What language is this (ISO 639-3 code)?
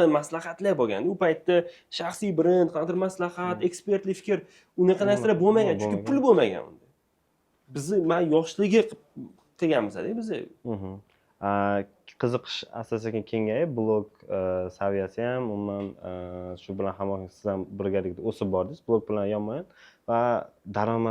uzb